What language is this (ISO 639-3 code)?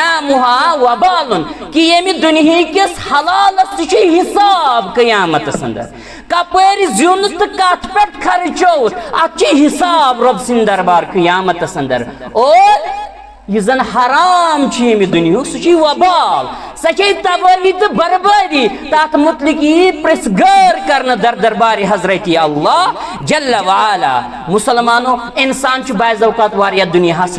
kas